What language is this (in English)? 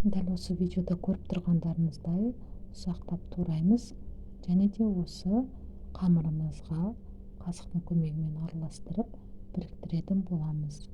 Kazakh